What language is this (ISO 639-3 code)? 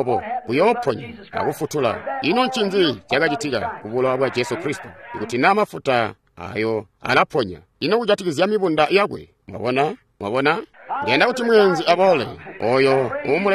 toi